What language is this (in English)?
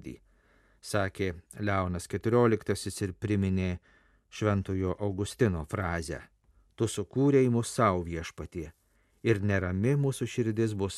Lithuanian